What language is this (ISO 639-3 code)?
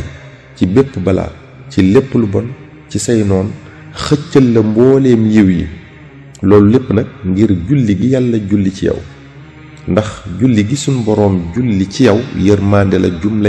wol